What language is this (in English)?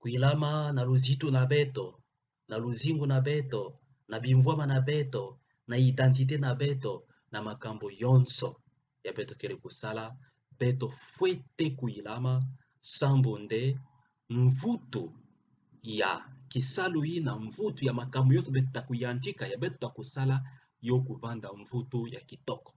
Kituba (Democratic Republic of Congo)